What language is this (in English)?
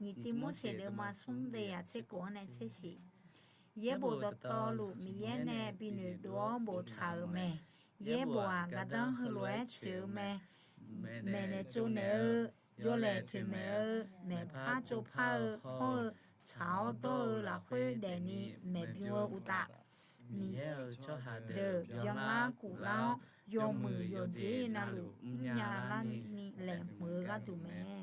Akha